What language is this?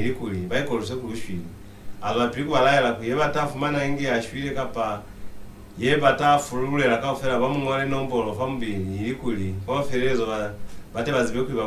Lozi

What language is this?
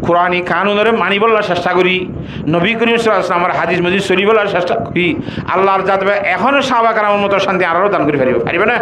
Rohingya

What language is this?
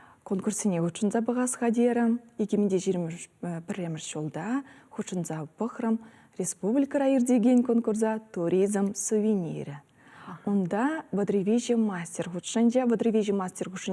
Chuvash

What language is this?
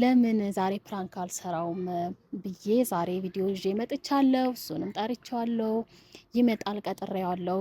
Amharic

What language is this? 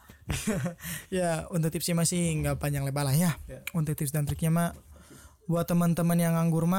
Indonesian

